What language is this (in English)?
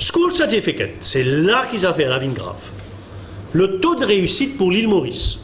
Morisyen